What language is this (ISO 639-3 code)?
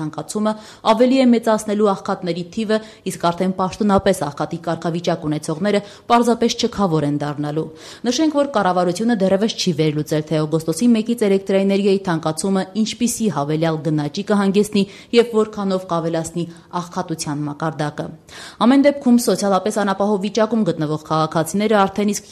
hye